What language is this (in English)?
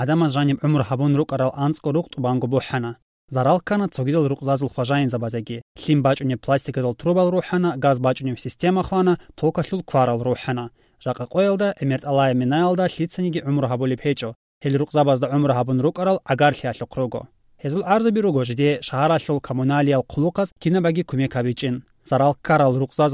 Avaric